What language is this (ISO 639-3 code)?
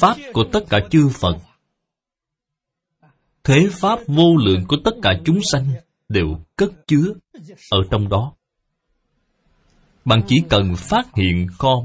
vie